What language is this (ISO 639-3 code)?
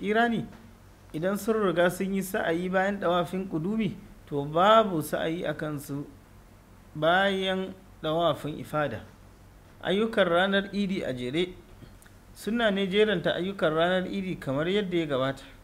hau